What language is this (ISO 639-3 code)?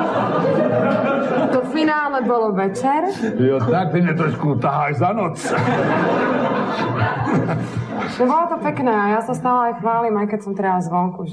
slk